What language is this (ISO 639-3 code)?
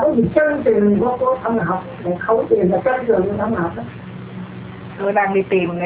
vie